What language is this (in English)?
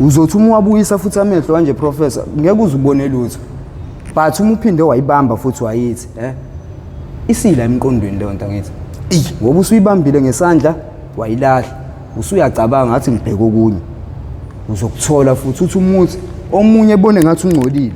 Zulu